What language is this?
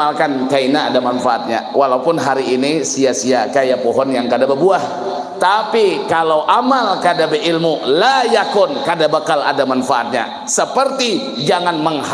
Banjar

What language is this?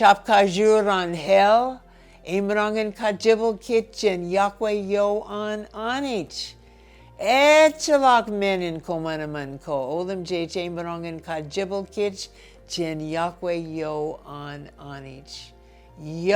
Marshallese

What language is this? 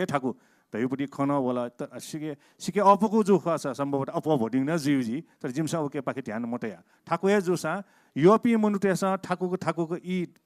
Newari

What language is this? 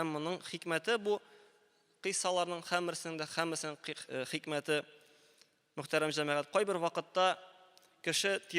Tatar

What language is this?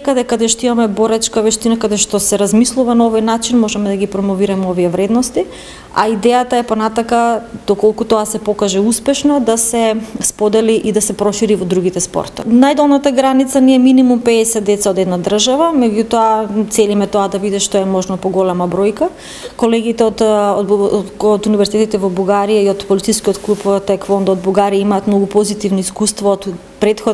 Macedonian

